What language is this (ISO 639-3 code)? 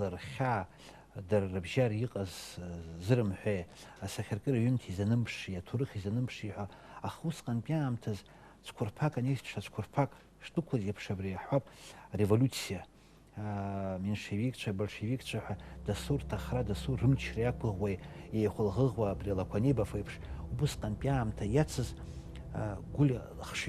abk